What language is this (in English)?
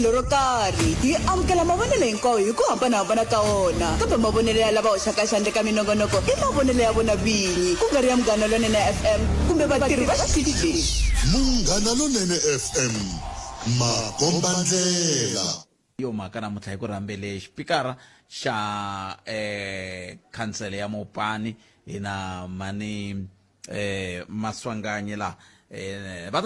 Tsonga